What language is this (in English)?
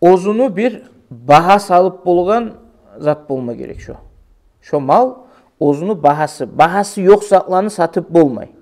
Kumyk